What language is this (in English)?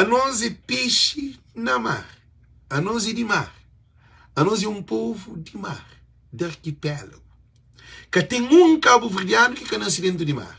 Kabuverdianu